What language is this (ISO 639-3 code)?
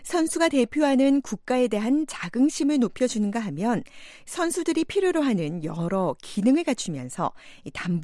kor